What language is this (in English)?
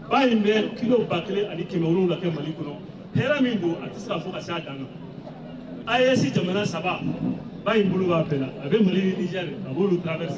Bambara